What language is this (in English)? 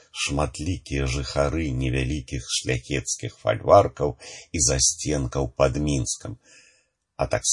Belarusian